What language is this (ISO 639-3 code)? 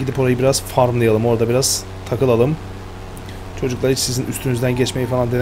tur